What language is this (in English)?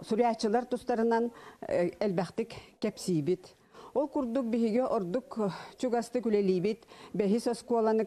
Yakut